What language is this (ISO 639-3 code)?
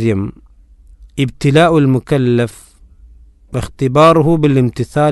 mal